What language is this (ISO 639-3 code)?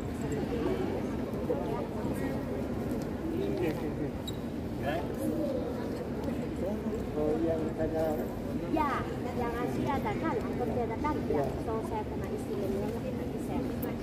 msa